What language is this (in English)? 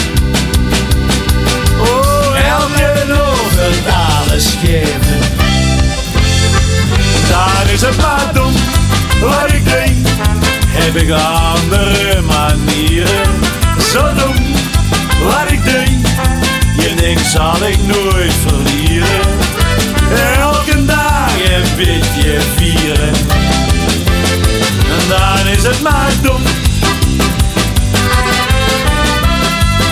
Dutch